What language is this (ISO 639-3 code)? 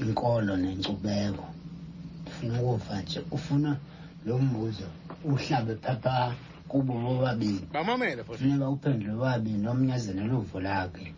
xho